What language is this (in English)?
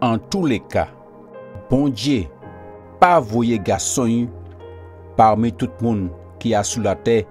Guadeloupean Creole French